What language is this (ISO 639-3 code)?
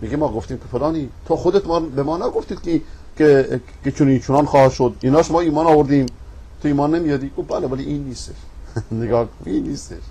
fas